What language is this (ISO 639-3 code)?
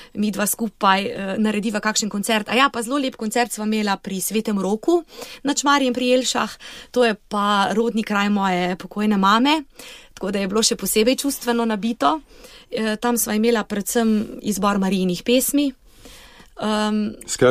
slv